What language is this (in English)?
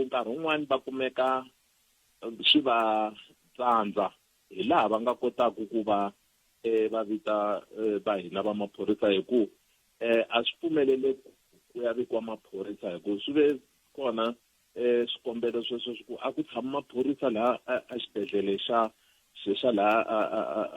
Tsonga